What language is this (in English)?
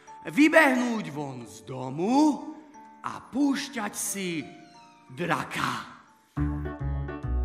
Slovak